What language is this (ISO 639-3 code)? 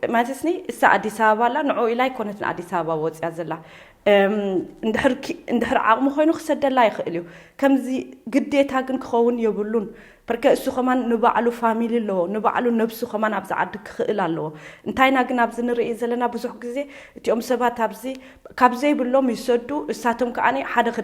tir